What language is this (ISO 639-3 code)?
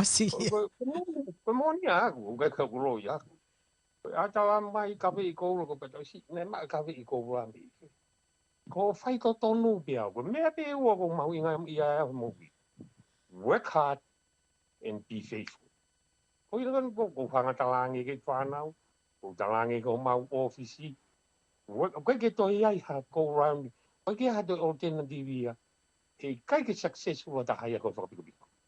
ton